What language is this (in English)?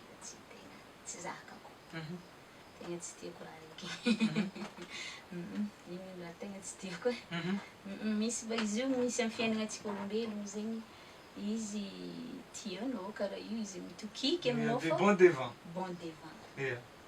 Malagasy